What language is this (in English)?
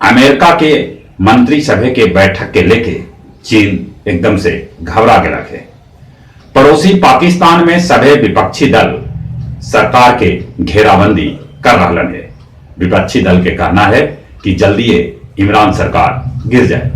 Magahi